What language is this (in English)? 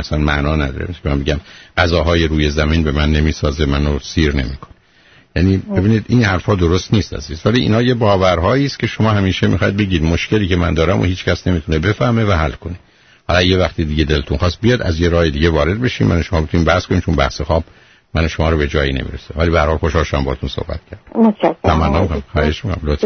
Persian